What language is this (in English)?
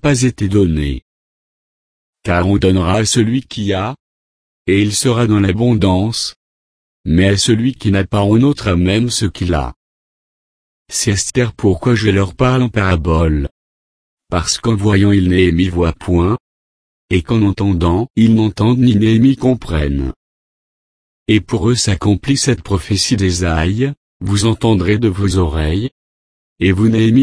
French